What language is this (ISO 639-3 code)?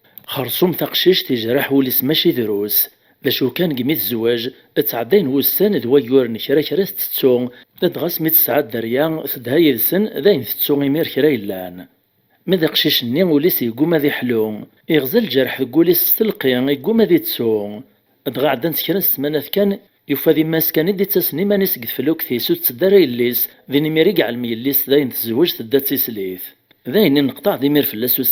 kab